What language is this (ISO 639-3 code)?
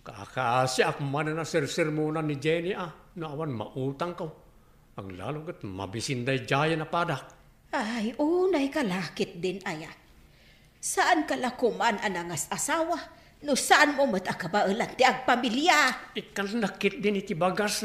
ilo